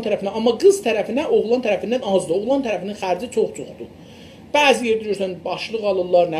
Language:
South Azerbaijani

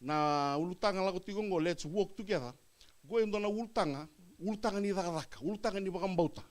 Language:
Fijian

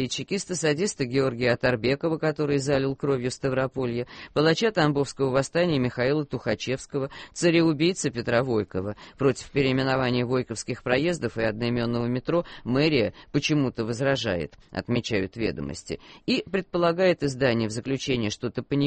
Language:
Russian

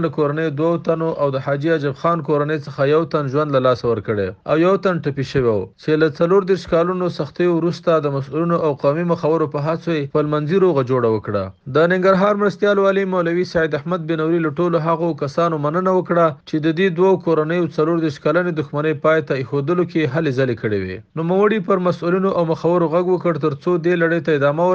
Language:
Pashto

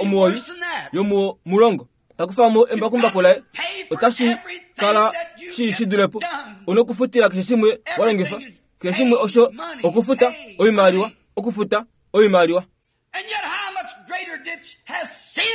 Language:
Kuanyama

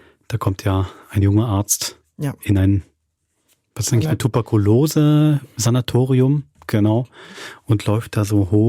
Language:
Swiss German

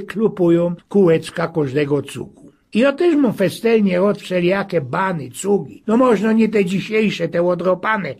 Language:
Silesian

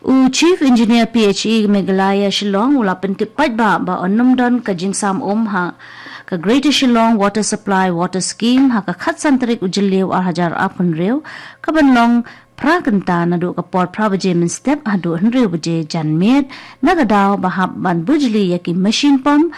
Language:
Khasi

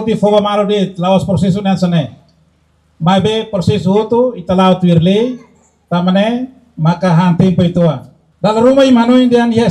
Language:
Tetum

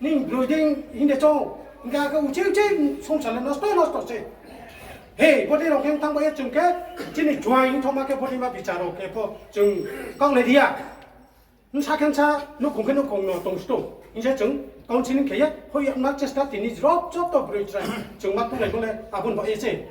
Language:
Riang (India)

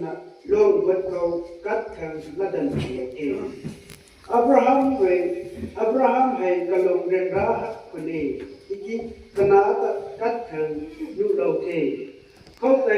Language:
Rongmei Naga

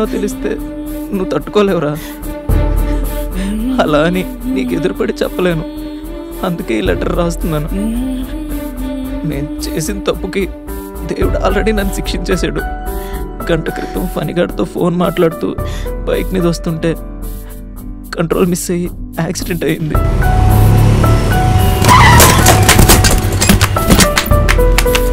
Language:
Telugu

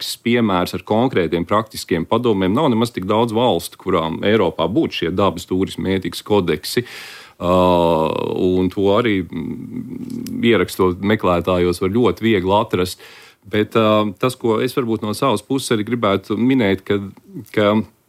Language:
Latvian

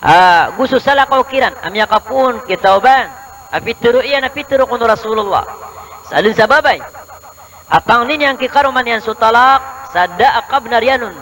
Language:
Maranao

